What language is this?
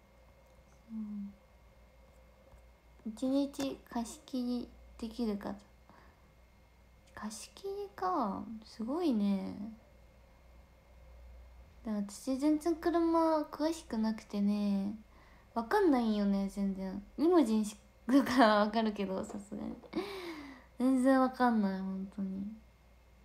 Japanese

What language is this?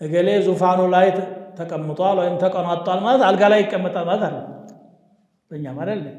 Amharic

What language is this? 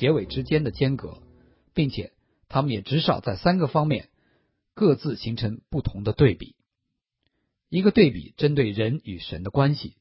Chinese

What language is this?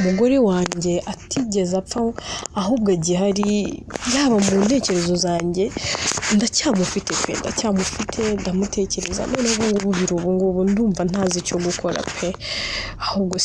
Kinyarwanda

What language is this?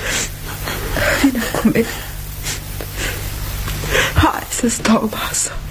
Romanian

